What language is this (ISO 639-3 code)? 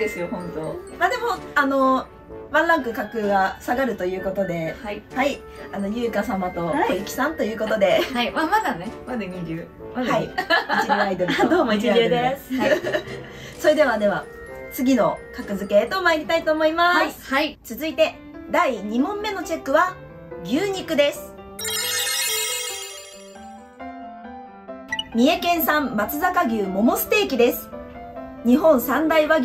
jpn